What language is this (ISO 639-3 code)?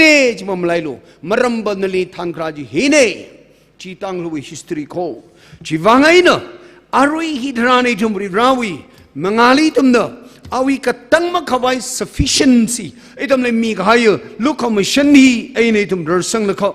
nmf